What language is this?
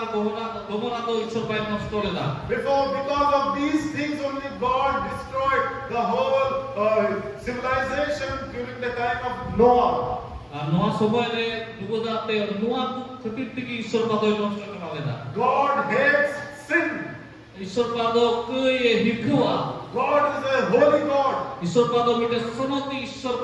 Santali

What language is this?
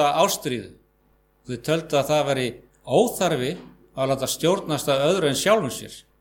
Icelandic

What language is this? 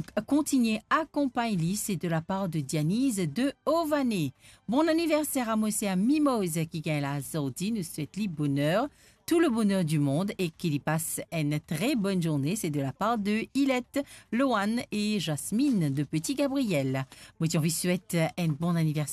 Morisyen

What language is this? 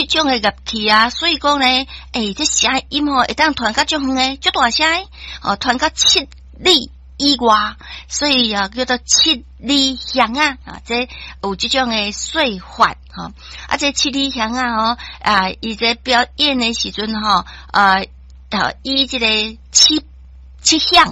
Min Nan Chinese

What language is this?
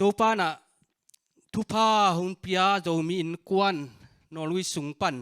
Tedim Chin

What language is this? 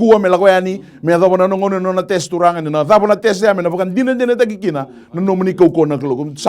Fijian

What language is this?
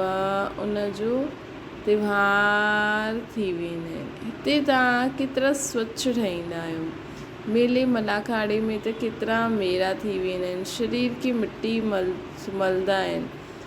Sindhi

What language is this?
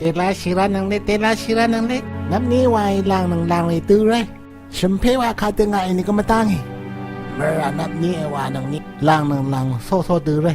Rawang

